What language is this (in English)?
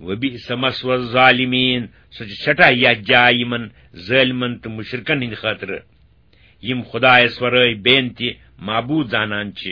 Kashmiri